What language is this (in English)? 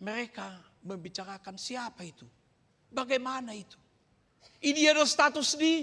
Batak Toba